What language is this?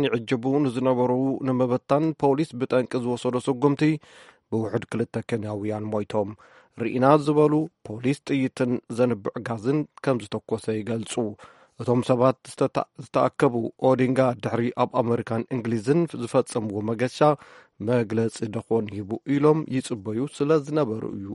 Tigrinya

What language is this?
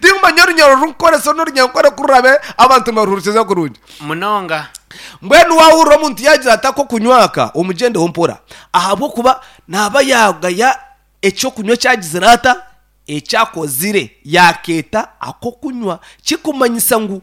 Nyankole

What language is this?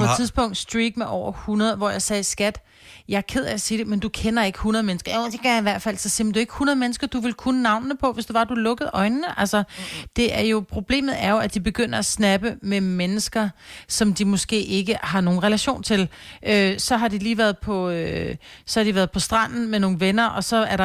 Danish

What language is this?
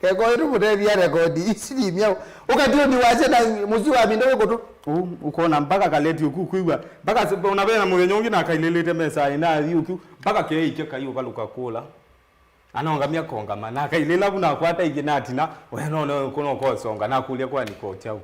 Kamba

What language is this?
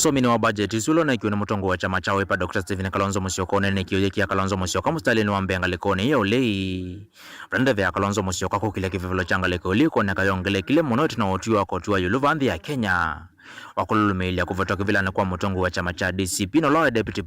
Kamba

